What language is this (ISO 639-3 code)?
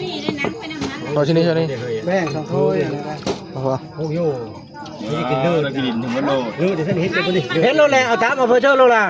tts